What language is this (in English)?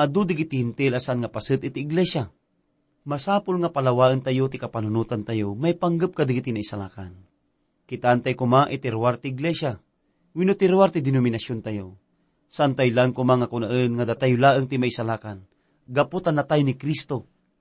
Iloko